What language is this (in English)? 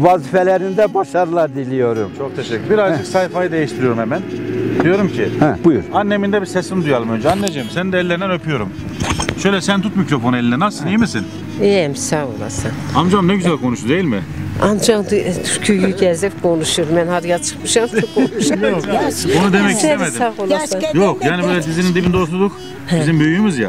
Turkish